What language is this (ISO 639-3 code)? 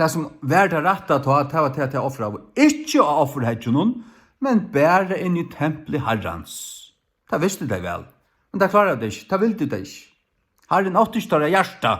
fao